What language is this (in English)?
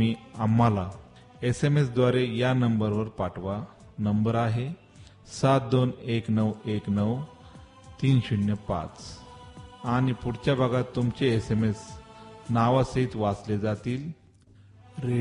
Marathi